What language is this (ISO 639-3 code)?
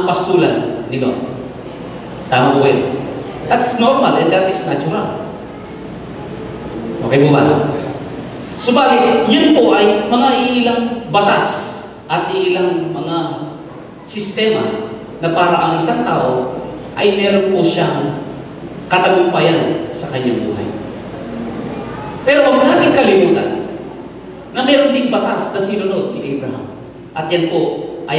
fil